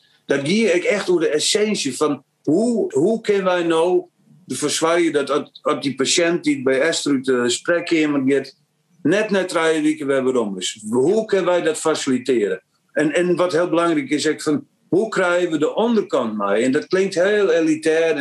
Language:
Western Frisian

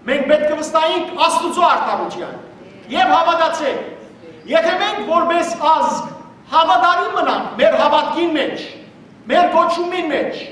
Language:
Western Armenian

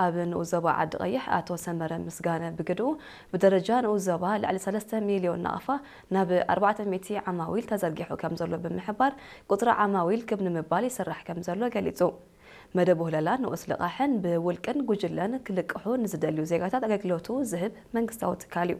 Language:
Tigrinya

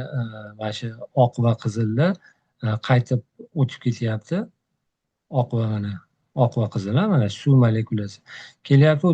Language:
Uzbek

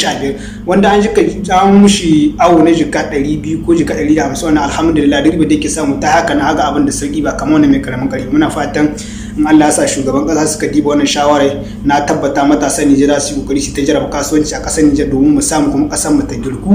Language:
Hausa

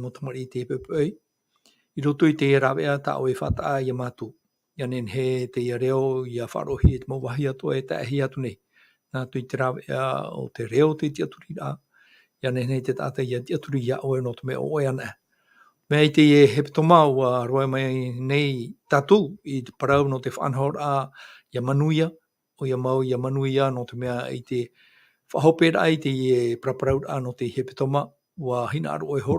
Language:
Tahitian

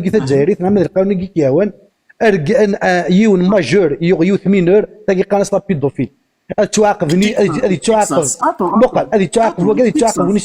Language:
Kabyle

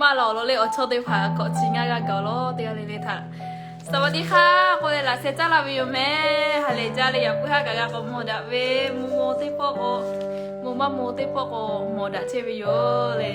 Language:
Lahu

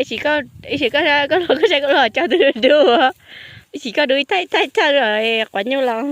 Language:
Hmong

